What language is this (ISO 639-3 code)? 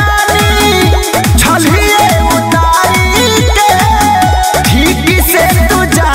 bho